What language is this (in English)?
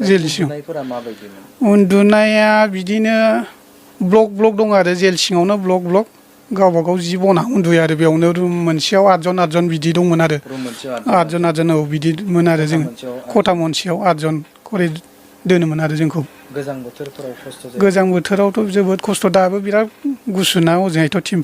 Bodo